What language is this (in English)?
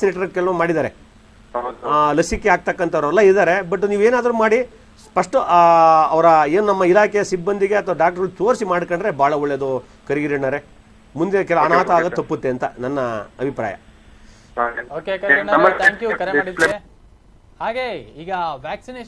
Kannada